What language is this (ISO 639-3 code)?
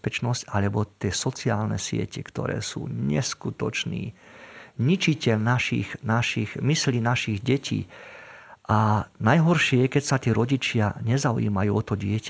slk